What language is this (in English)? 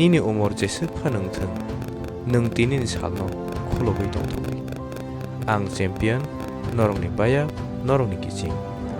Kok Borok